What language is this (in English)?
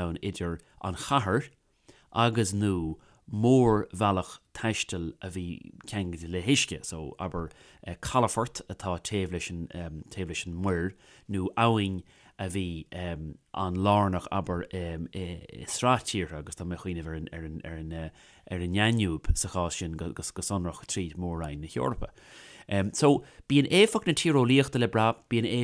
Irish